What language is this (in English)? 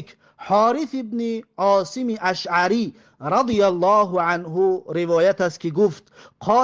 Tajik